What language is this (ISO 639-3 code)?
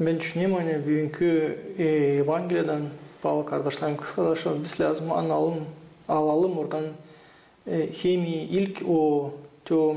gag